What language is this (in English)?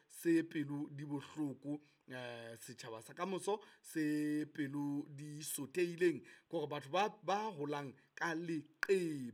Southern Sotho